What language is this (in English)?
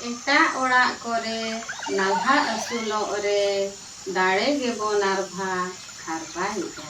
Santali